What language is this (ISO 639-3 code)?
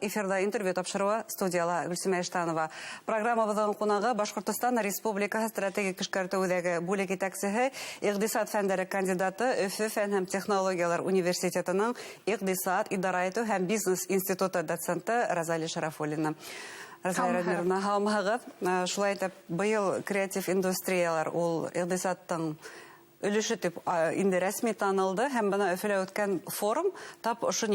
bak